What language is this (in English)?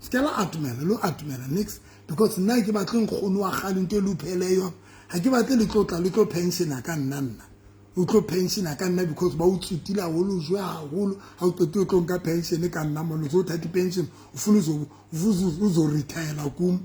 Southern Sotho